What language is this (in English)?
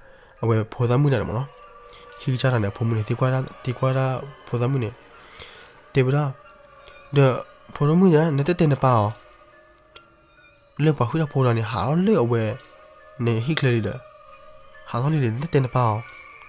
S'gaw Karen